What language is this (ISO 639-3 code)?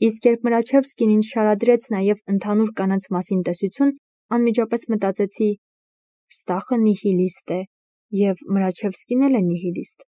hye